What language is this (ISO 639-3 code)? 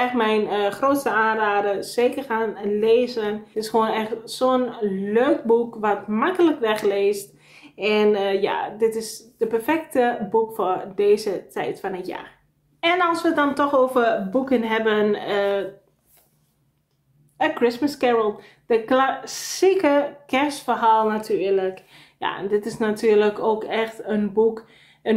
nld